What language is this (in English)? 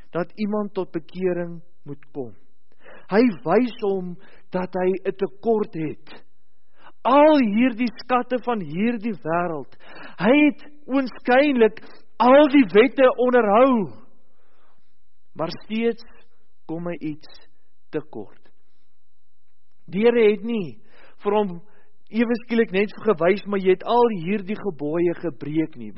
Afrikaans